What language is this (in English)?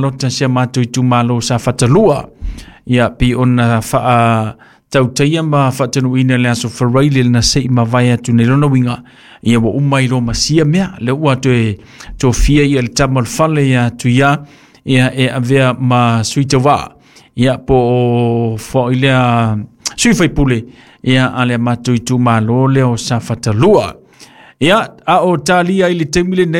Samoan